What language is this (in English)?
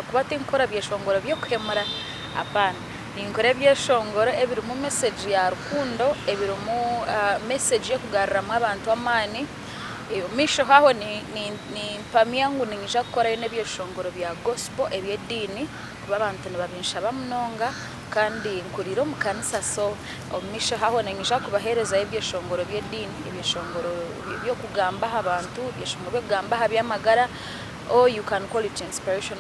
Nyankole